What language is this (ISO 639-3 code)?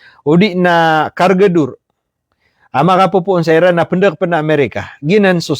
mrw